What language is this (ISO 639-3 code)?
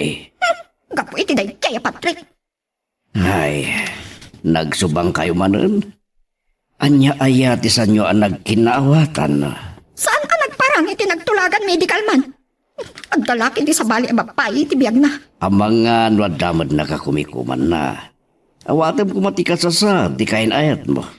ilo